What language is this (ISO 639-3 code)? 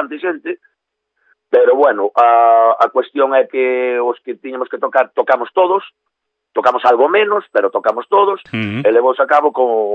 glg